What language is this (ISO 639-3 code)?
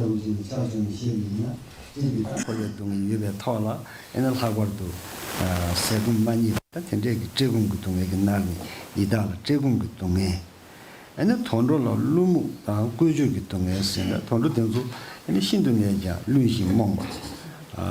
bod